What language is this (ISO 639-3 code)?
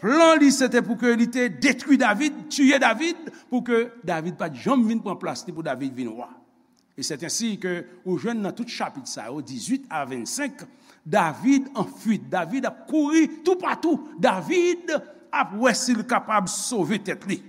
hat